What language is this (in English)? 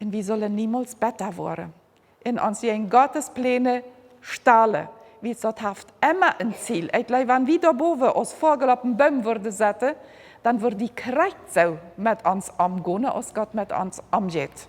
Plautdietsch